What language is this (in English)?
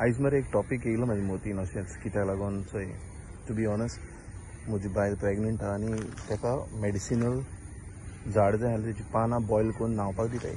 Konkani